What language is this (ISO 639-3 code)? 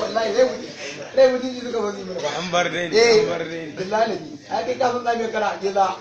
hau